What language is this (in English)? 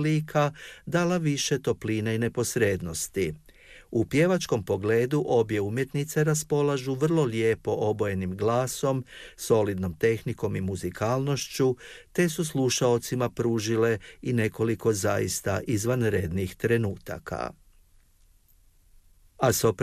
Croatian